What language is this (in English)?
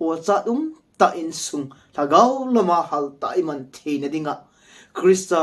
Thado Chin